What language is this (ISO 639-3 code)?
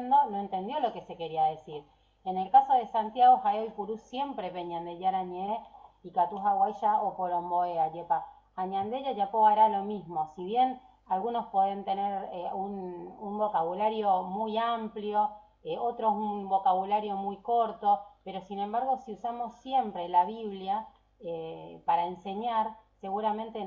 grn